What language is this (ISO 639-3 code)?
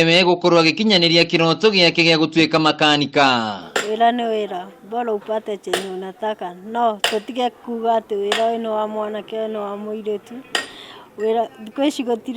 kik